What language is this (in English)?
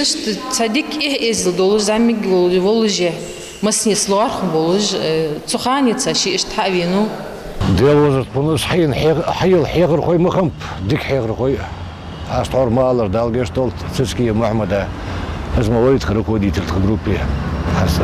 Ingush